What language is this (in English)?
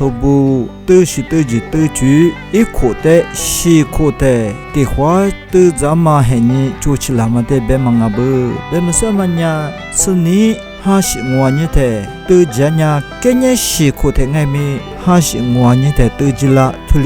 Lisu